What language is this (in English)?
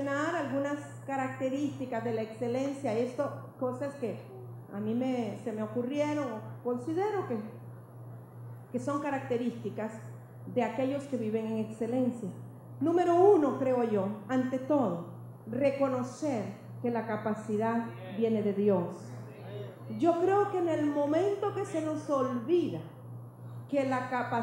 Spanish